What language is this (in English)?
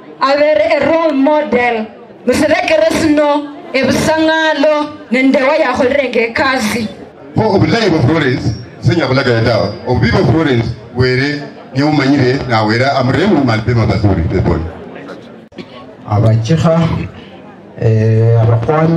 Swahili